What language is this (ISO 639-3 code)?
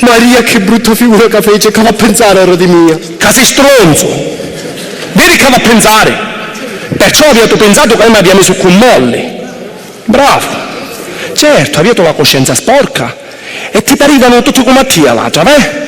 scn